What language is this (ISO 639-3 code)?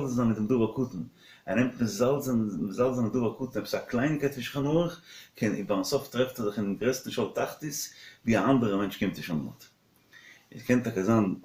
yid